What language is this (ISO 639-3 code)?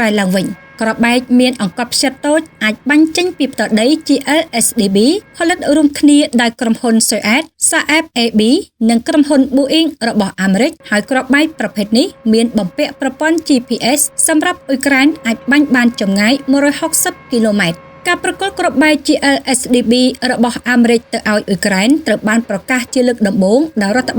khm